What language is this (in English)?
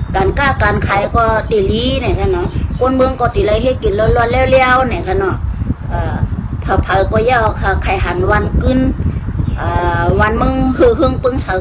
Shan